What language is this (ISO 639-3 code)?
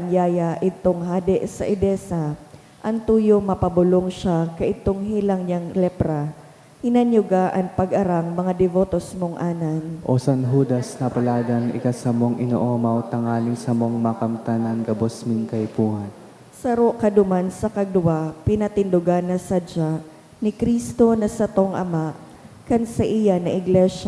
bik